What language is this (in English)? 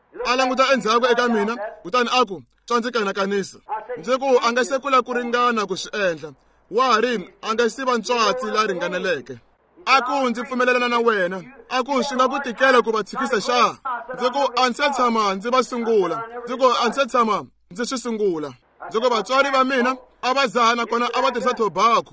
Tsonga